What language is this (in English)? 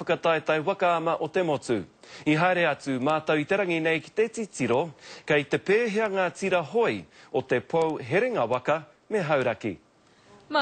Māori